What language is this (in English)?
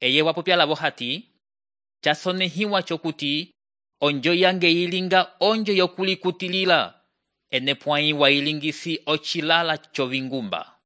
Umbundu